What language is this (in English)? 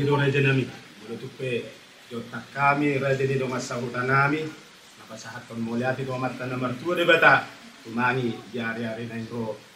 Batak Toba